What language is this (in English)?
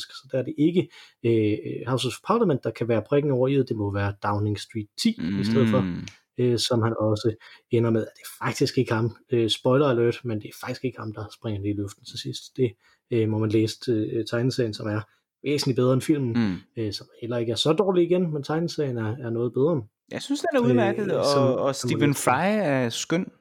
Danish